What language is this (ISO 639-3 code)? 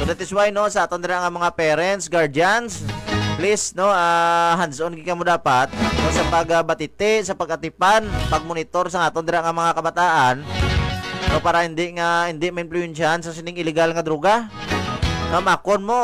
hil